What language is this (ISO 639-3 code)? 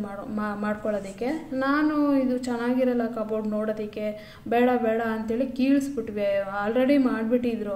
kan